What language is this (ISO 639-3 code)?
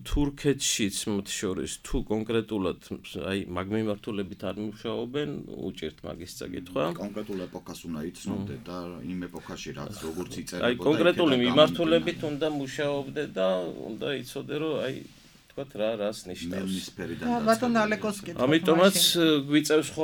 kat